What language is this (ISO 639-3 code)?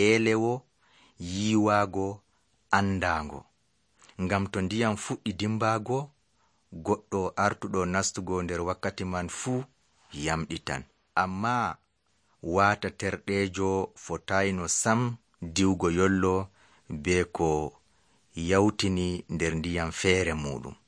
fuv